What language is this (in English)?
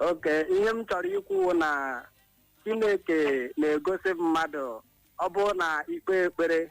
Igbo